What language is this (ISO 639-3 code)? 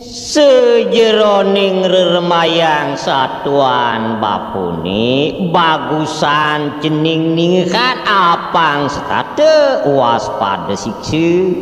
ban